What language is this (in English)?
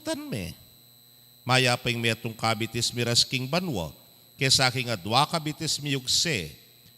Pampanga